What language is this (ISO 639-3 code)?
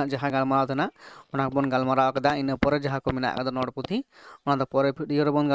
sat